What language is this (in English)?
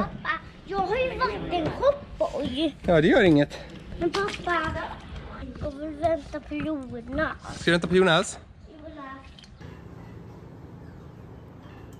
Swedish